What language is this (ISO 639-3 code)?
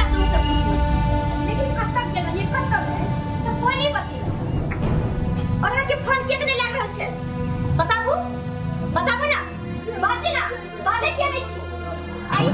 mai